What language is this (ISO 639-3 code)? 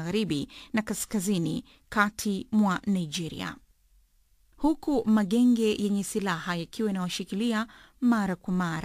swa